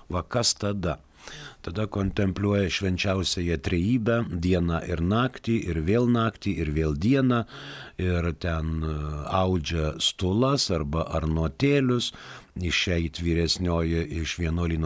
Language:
Lithuanian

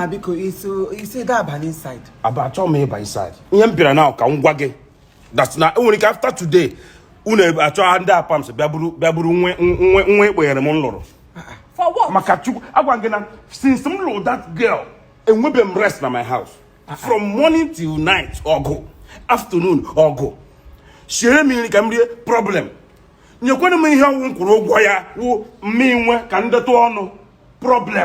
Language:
Igbo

